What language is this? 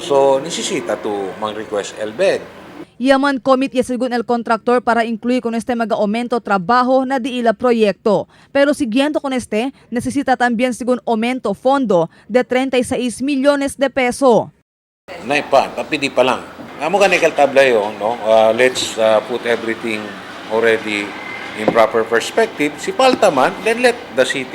Chavacano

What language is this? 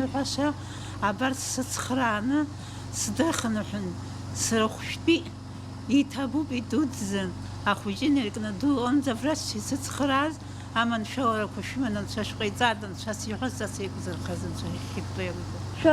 Abkhazian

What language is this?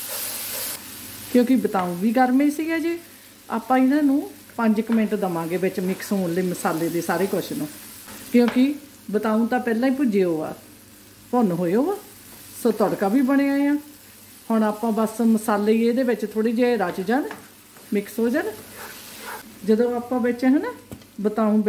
Punjabi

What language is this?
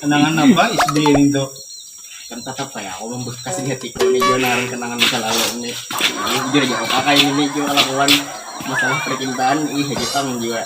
Banjar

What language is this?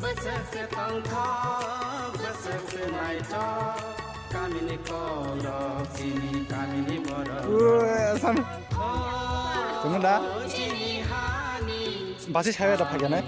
Kok Borok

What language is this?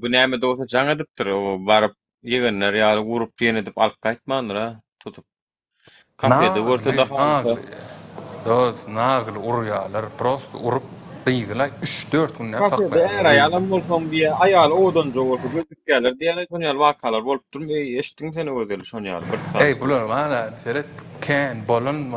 Turkmen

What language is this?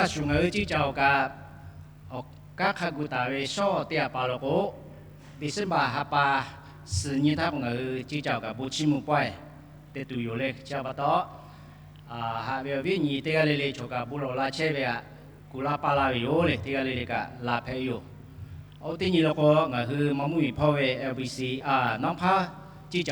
Lahu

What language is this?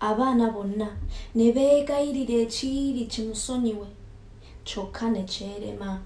Ganda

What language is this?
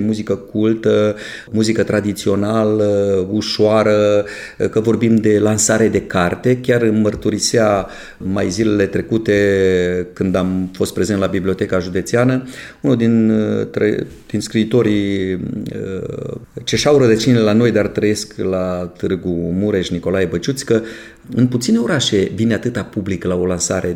Romanian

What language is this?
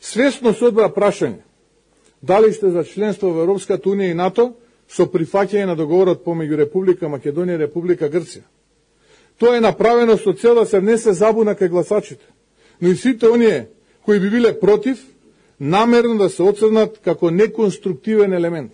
Macedonian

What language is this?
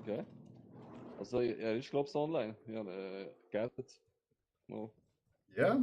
Swiss German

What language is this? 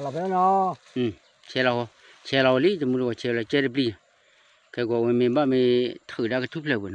S'gaw Karen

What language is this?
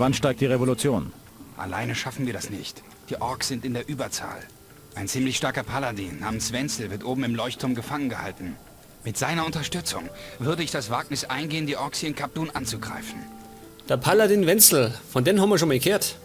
Bavarian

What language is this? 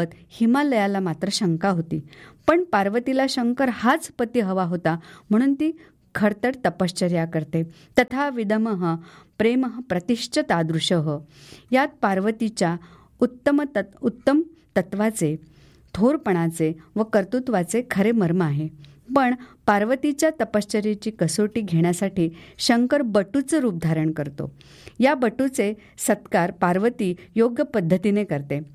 Marathi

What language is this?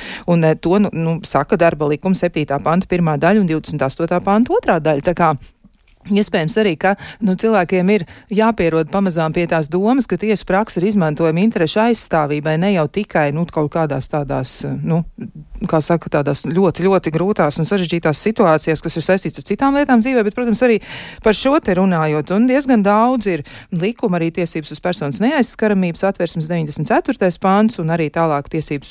Latvian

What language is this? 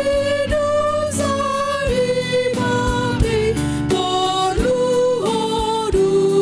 Batak Simalungun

